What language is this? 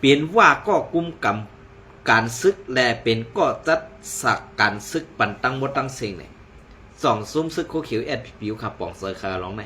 Shan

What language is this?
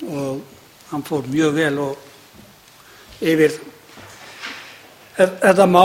Icelandic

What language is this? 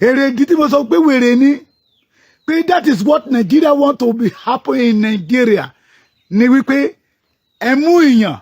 Yoruba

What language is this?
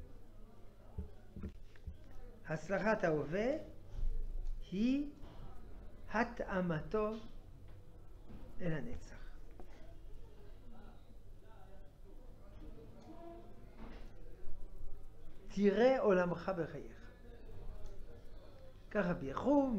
Hebrew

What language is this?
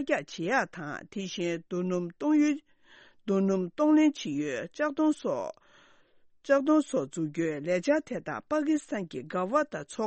Tibetan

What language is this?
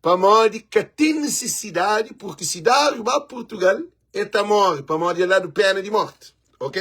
Kabuverdianu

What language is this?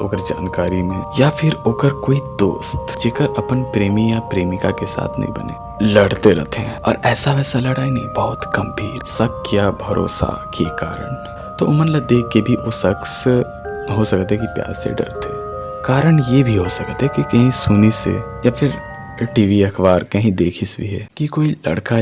Chhattisgarhi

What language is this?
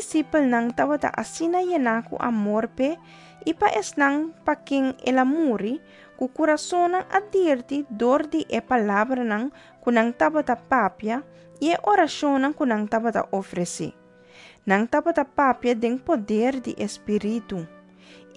Papiamento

